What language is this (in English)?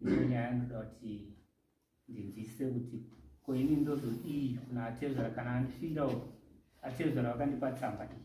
Shona